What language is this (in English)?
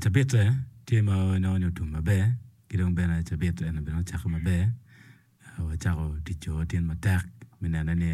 Acoli